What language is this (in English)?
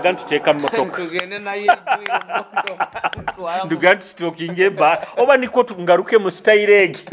Nyoro